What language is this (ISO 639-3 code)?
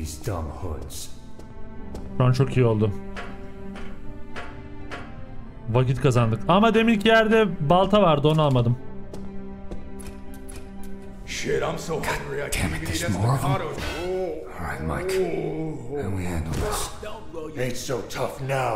tur